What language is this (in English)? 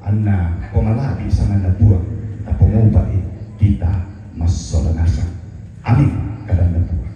Toraja-Sa'dan